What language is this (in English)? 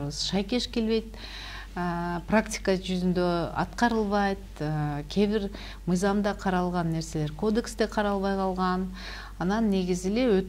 Kyrgyz